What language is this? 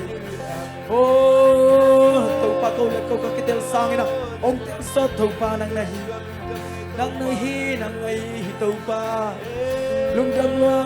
Tedim Chin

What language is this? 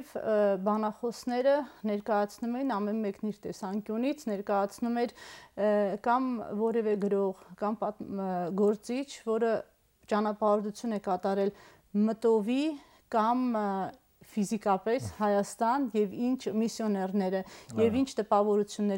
Armenian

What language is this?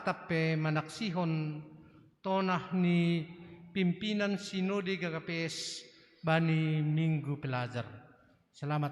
Batak Simalungun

